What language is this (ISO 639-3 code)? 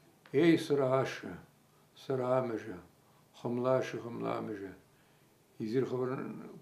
chv